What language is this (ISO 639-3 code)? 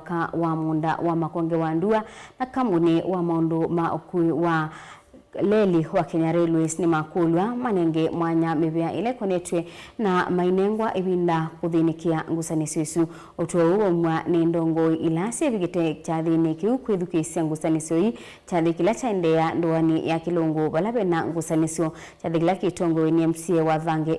kam